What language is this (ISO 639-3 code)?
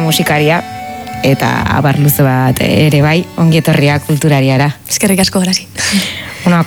eus